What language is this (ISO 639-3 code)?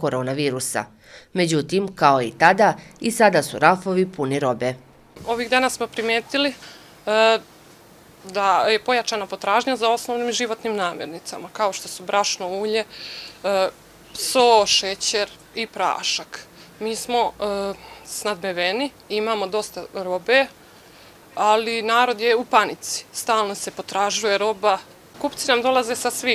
bos